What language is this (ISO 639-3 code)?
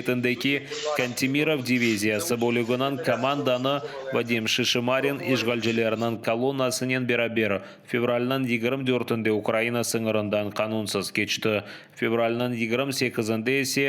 crh